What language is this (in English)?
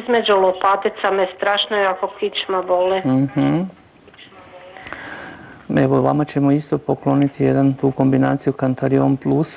Croatian